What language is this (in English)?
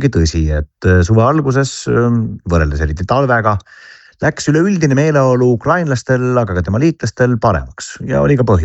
Estonian